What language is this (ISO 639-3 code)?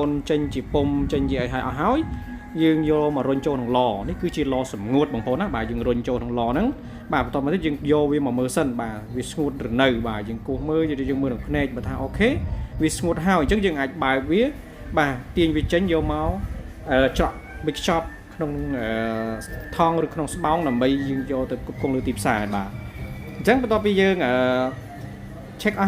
khm